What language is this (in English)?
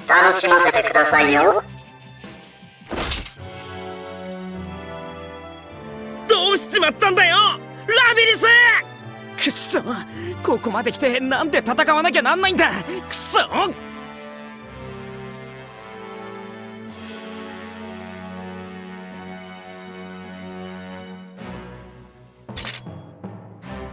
Japanese